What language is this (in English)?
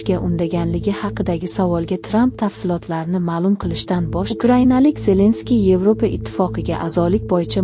Uzbek